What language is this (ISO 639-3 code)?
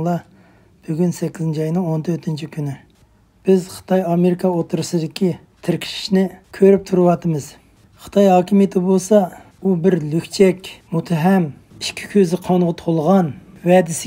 uig